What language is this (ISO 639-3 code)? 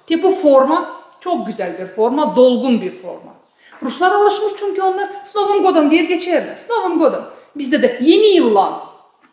gag